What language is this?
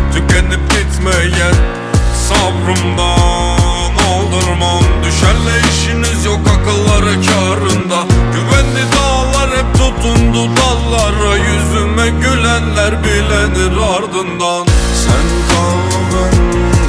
Turkish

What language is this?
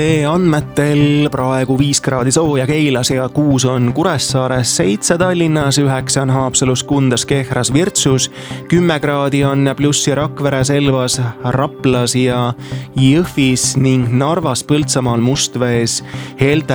Estonian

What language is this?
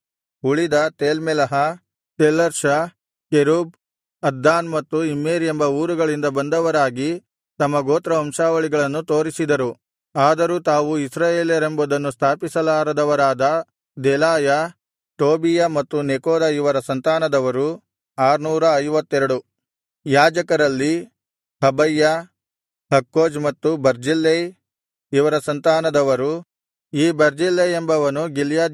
Kannada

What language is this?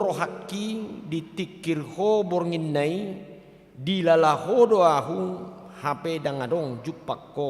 Batak Toba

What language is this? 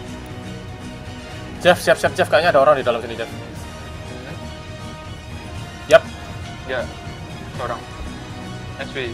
Indonesian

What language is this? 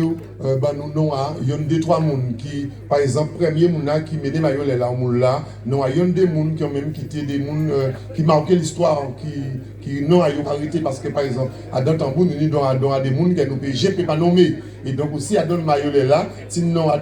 Guadeloupean Creole French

